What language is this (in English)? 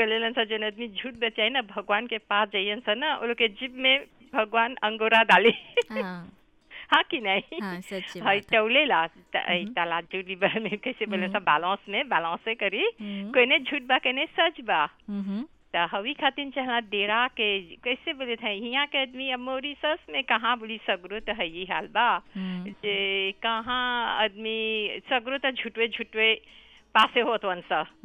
Bhojpuri